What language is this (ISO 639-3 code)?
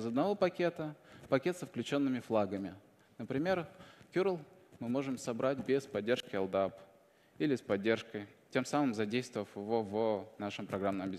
rus